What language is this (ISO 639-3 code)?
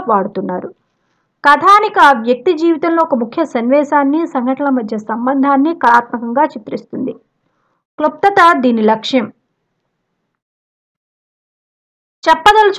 tel